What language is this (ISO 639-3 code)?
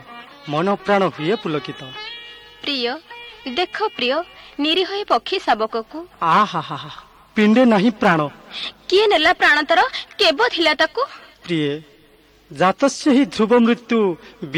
ori